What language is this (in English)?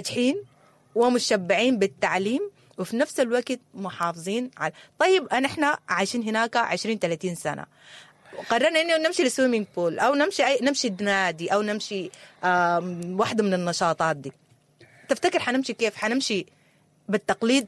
Sudanese Arabic